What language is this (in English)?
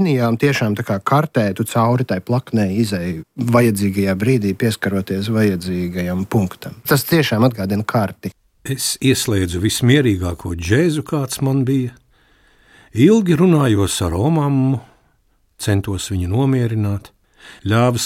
Latvian